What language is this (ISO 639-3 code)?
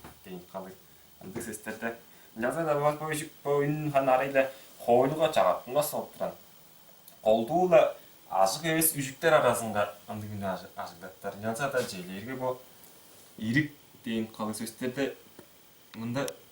tyv